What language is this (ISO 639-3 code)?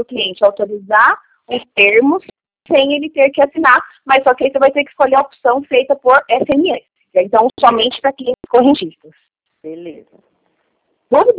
por